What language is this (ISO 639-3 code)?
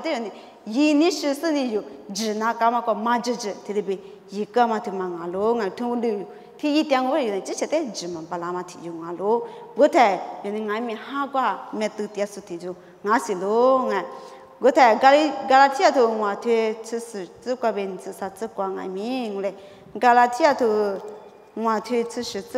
lis